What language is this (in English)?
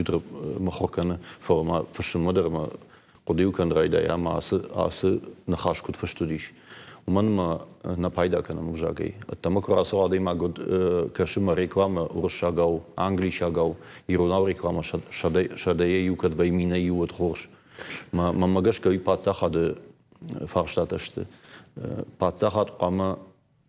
Ossetic